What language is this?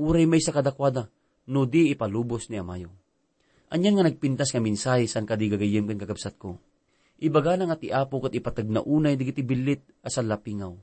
Iloko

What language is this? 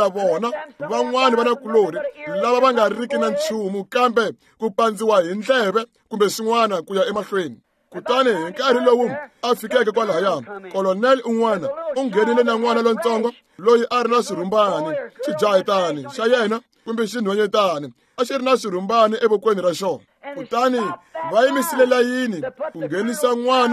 Tsonga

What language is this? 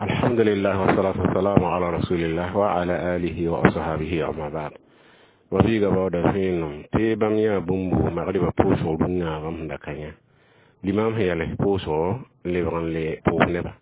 Mossi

